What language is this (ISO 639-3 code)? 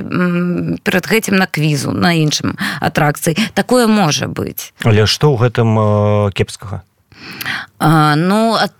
bel